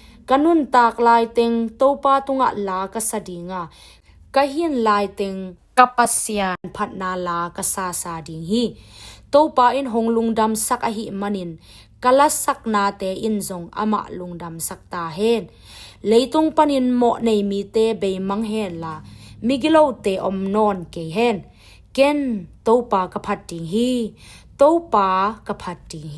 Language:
Tedim Chin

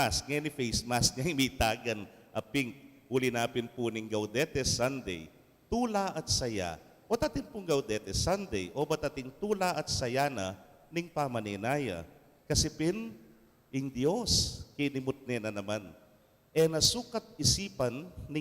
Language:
Pampanga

